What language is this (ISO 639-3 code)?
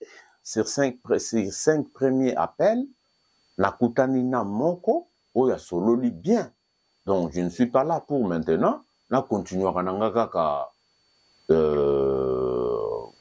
lin